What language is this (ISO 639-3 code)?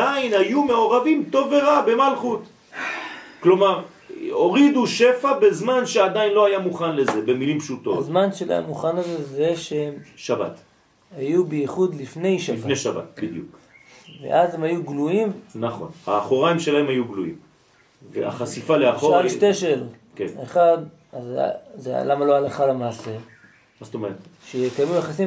heb